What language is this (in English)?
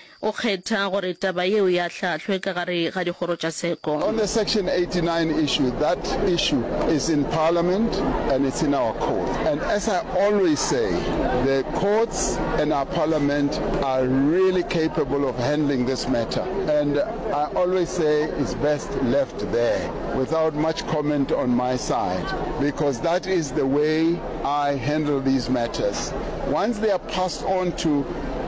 Northern Sotho